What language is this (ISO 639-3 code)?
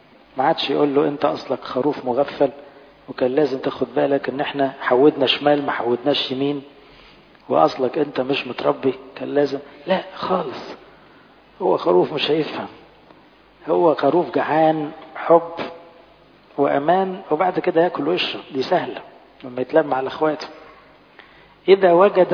arz